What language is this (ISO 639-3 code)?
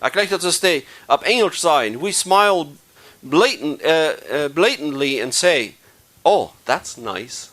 pdt